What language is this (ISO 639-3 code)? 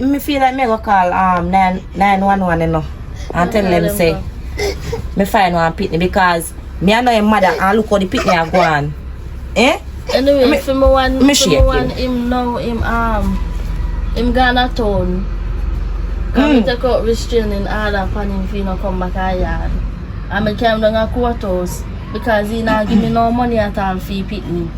jam